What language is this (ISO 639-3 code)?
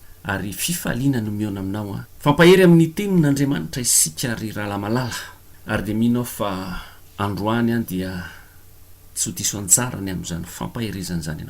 mlg